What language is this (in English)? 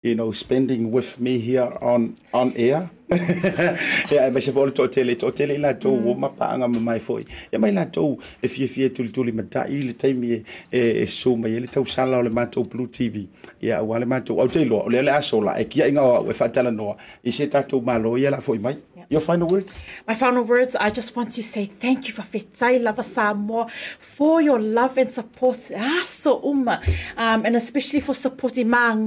Samoan